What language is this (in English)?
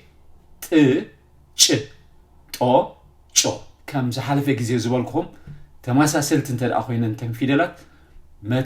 Tigrinya